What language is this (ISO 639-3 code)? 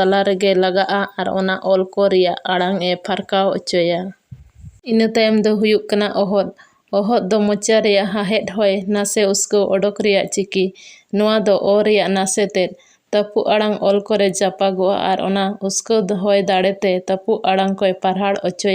sat